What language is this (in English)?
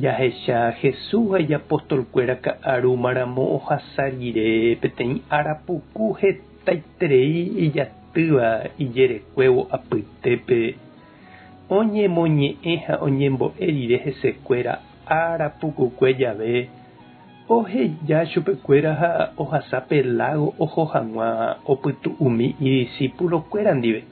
Guarani